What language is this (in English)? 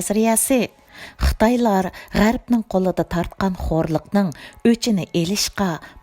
Uyghur